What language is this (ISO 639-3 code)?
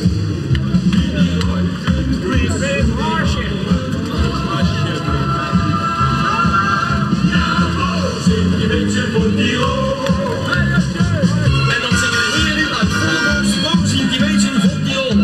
nld